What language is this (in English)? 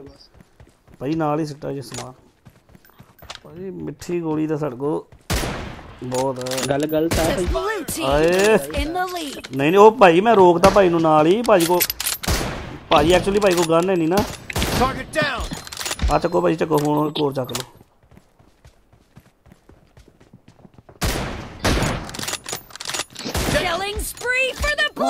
Punjabi